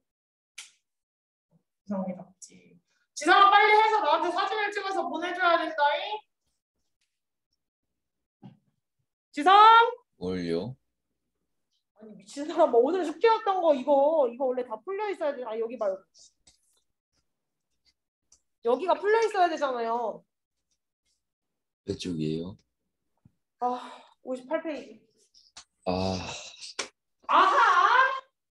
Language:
Korean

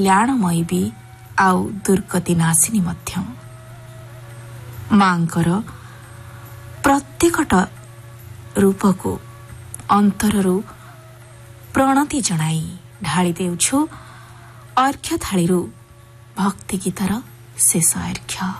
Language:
Odia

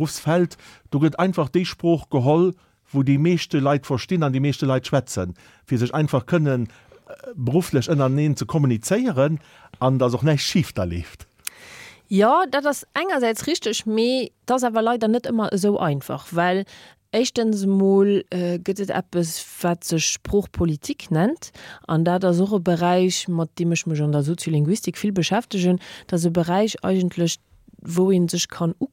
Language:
Luxembourgish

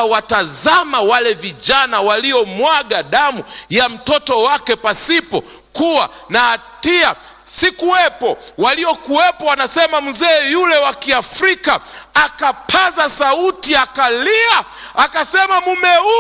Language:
Swahili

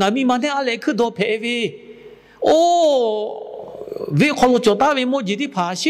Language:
Lahu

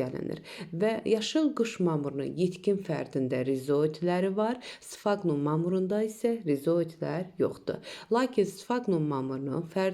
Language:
Azerbaijani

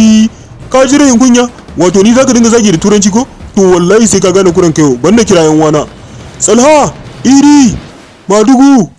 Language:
Hausa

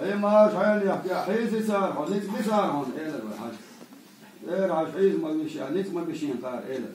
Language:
Chechen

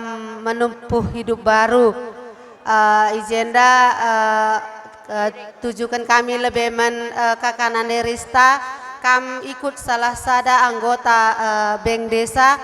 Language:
Batak Karo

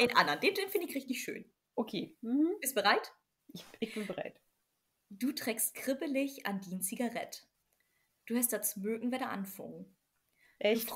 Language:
Low German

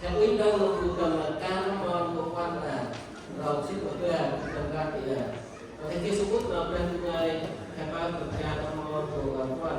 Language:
Central Mnong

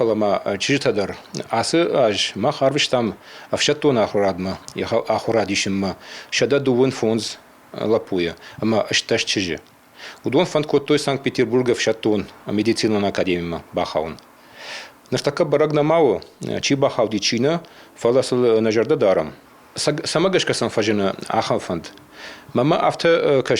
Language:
Ossetic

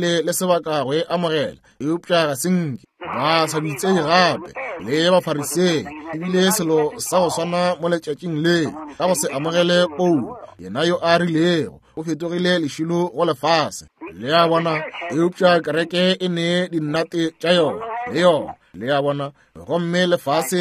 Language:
Northern Sotho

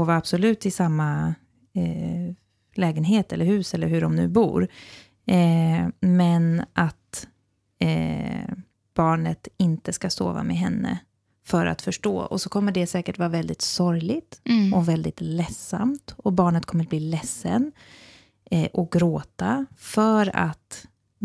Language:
Swedish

